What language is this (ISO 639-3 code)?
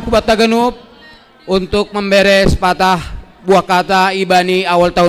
bts